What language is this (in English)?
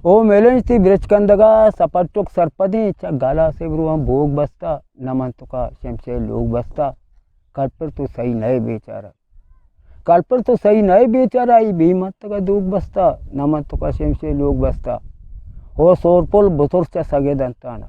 Eastern Balochi